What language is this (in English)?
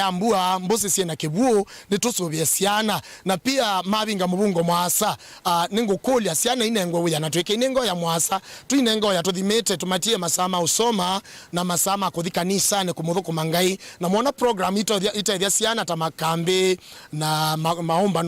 Kamba